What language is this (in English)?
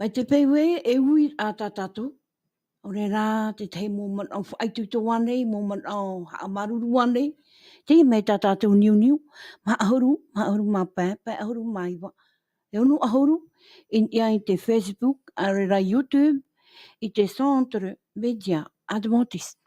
Tahitian